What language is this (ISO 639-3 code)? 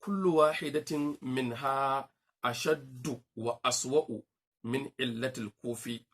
hau